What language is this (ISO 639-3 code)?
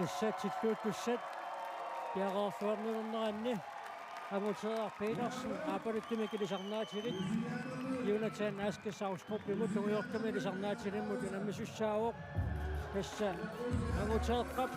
kal